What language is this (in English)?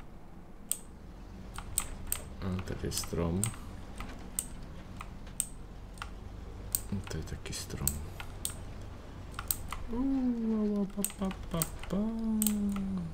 Czech